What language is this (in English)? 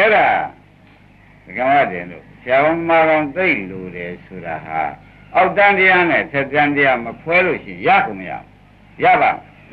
Burmese